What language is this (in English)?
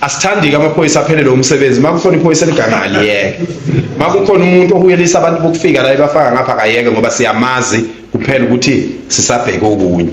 Zulu